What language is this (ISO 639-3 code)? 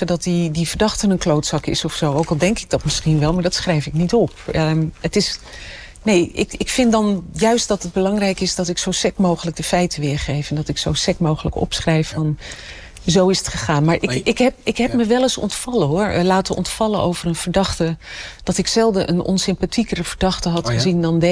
nld